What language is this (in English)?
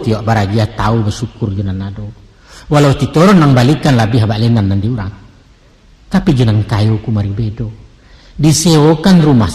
Minangkabau